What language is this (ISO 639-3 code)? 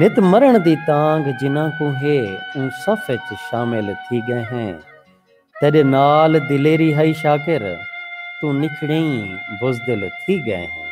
skr